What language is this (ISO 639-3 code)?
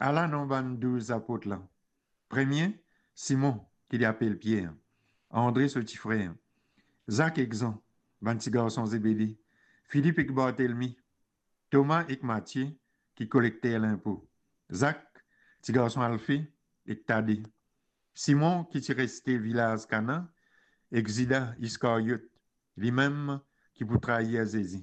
mfe